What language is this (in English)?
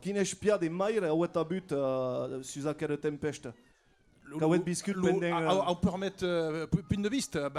Occitan